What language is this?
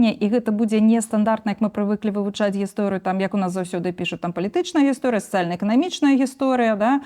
Belarusian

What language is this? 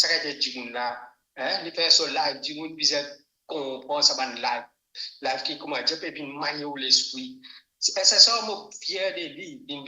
Morisyen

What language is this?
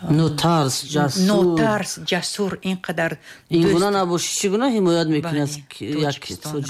Tajik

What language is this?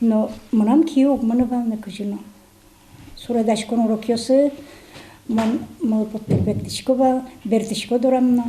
Udmurt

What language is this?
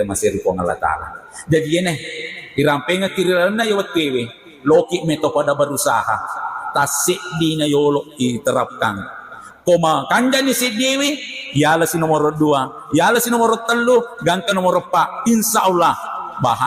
Buginese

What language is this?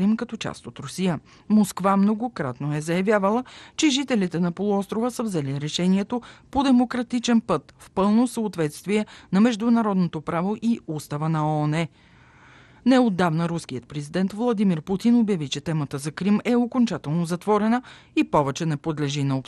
Bulgarian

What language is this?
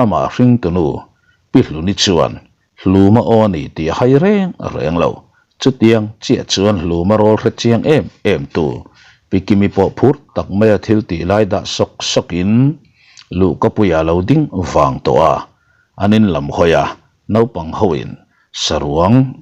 Mizo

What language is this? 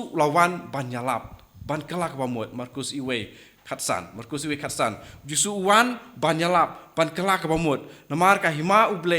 Khasi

